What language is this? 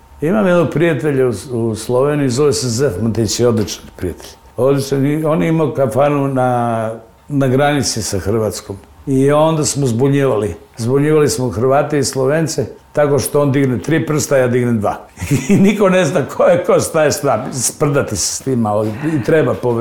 Serbian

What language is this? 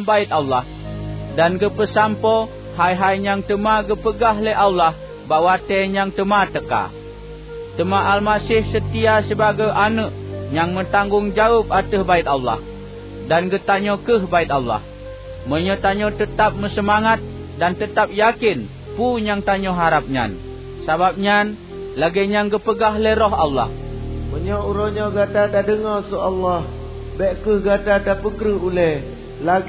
Achinese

